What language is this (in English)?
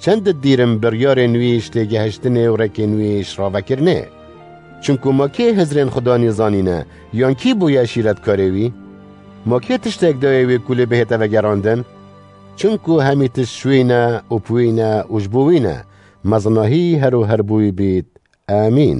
Kurdish